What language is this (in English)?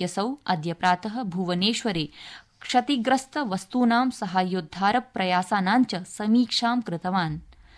Sanskrit